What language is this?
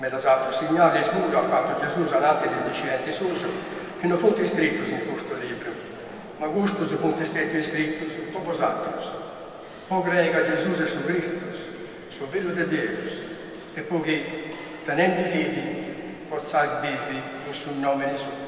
Sardinian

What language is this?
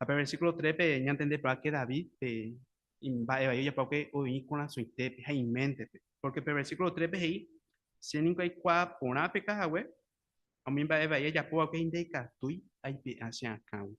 Guarani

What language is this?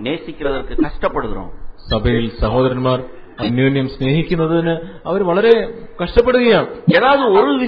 Malayalam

